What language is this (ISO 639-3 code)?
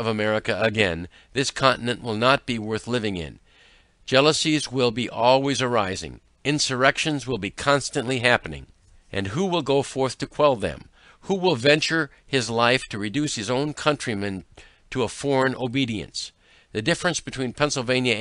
eng